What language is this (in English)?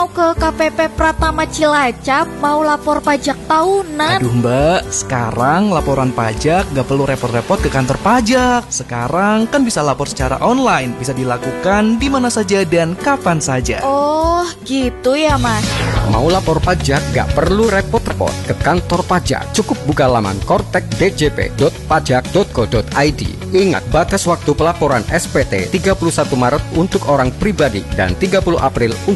Indonesian